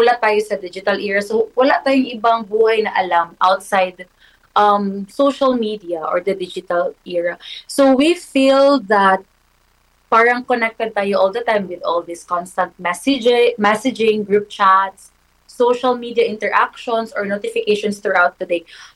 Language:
Filipino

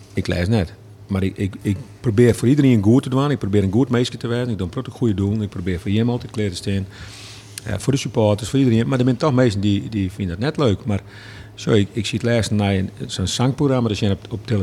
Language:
Western Frisian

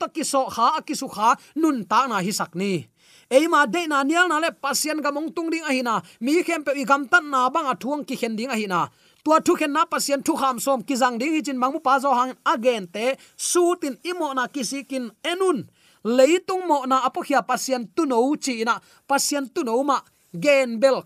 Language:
Tedim Chin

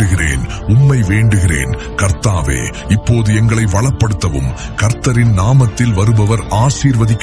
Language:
Tamil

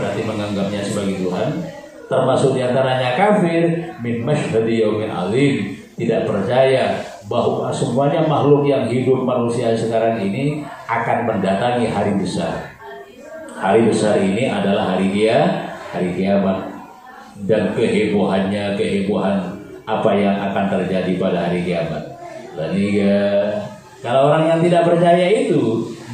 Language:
Indonesian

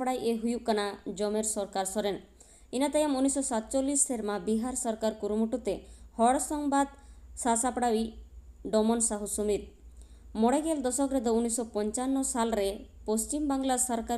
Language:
Santali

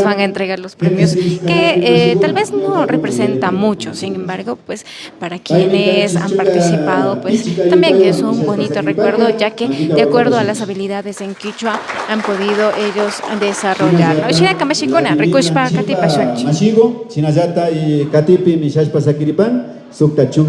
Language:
Imbabura Highland Quichua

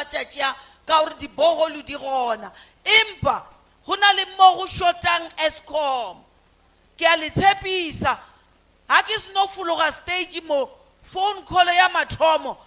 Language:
Northern Sotho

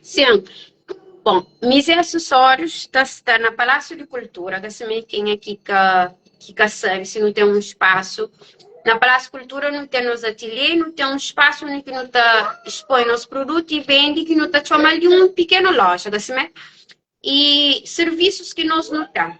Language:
Kabuverdianu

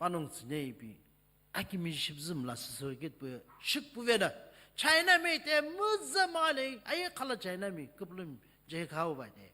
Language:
Sumi Naga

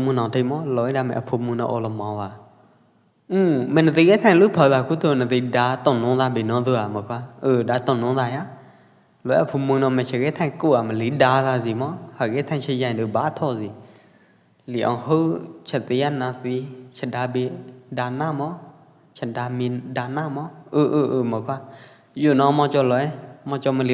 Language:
Pwo Eastern Karen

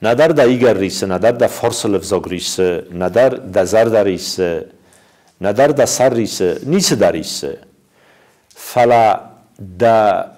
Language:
Ossetic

